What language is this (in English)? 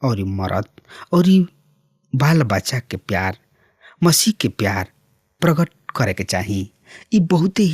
Bhojpuri